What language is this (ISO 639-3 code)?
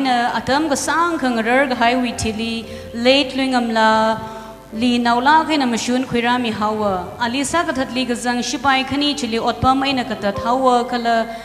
nmf